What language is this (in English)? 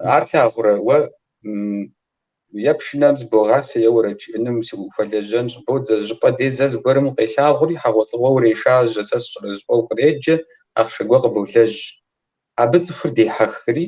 Kabardian